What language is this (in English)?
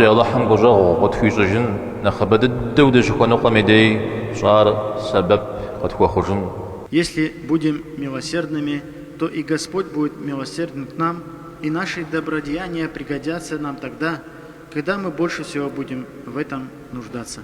Kabardian